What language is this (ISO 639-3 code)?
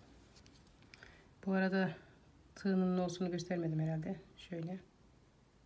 tur